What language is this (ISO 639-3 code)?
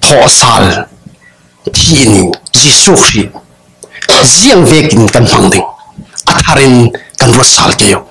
cfm